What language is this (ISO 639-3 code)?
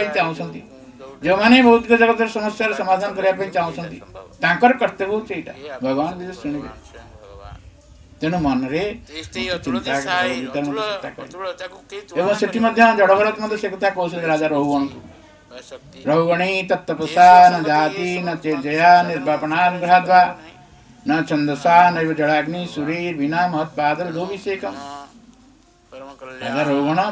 ori